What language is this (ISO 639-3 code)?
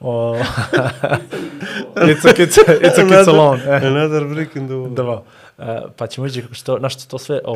bos